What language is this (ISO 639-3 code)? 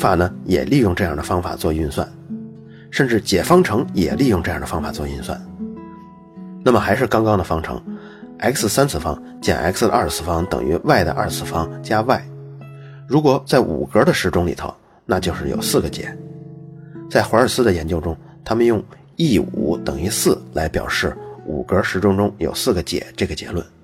zho